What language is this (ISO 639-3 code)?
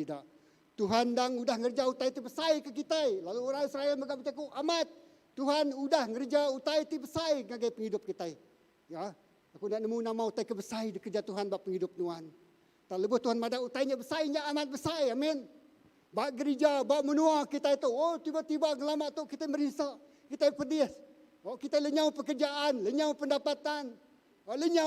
iba